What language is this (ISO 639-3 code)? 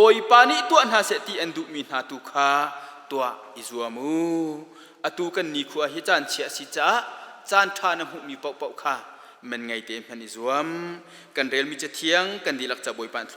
cnh